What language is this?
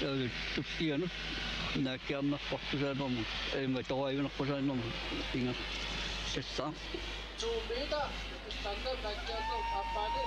Kalaallisut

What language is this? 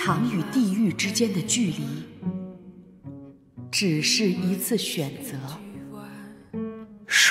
Chinese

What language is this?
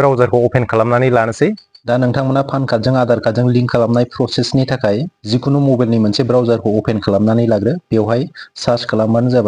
Bodo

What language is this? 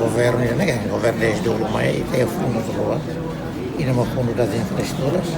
Tetum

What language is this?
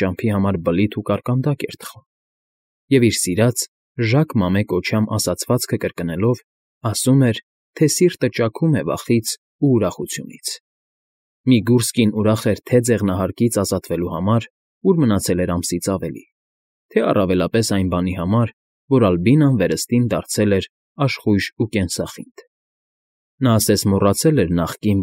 Armenian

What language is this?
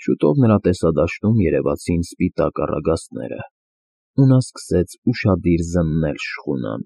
Armenian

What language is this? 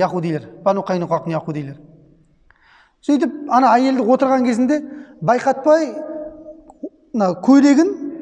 Kazakh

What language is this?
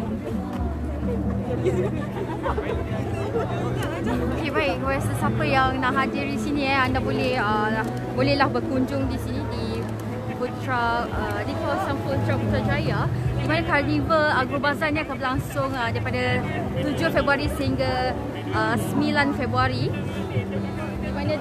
Malay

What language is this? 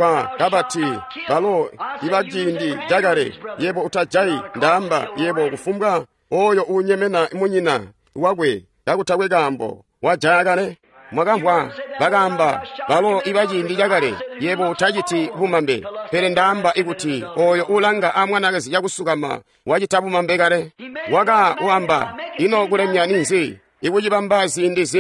Tonga (Zambia)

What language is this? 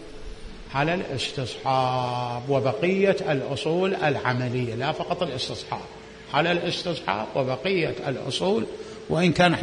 Mesopotamian Arabic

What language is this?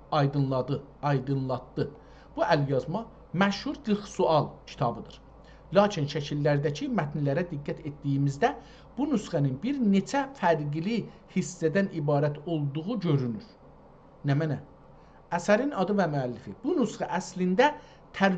South Azerbaijani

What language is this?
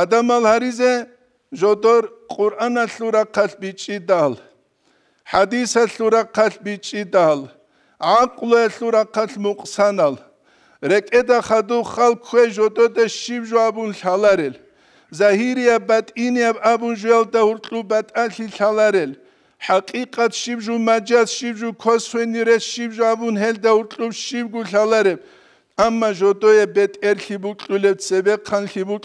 Avaric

